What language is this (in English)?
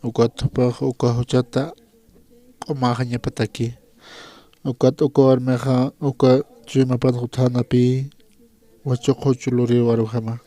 Aymara